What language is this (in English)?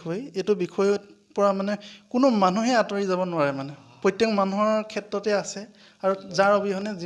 Assamese